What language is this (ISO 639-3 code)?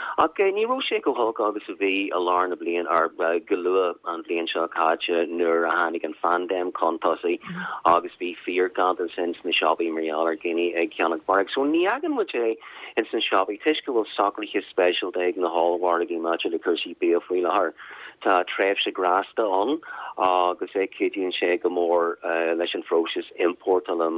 gle